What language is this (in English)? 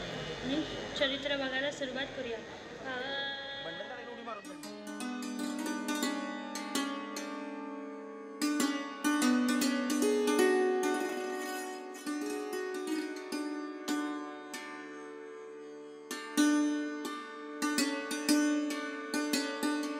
Marathi